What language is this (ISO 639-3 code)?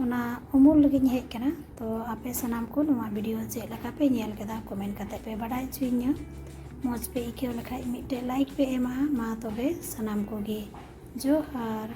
sat